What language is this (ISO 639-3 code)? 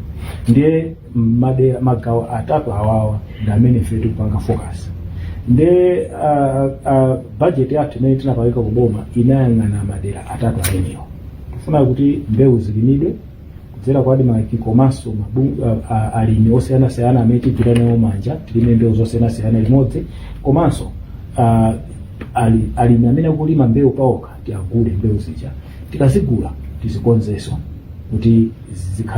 nya